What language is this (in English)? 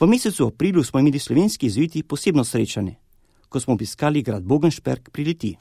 Slovenian